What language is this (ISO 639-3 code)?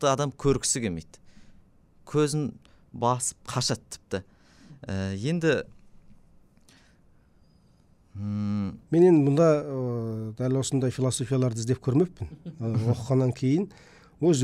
kaz